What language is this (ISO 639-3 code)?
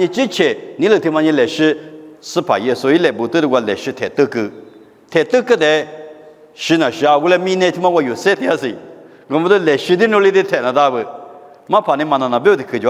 lis